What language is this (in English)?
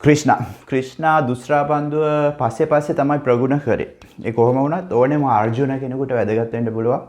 Sinhala